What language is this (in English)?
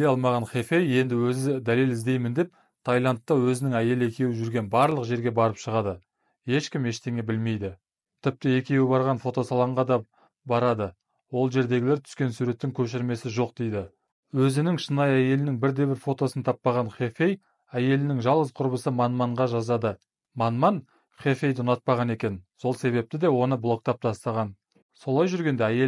Kazakh